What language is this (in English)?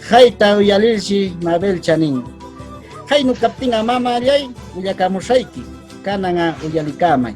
Huaylla Wanca Quechua